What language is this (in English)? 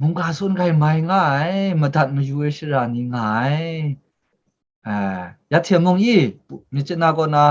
Kachin